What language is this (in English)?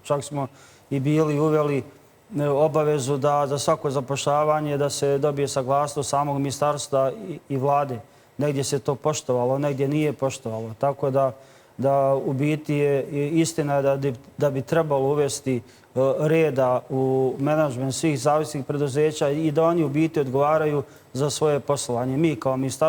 Bosnian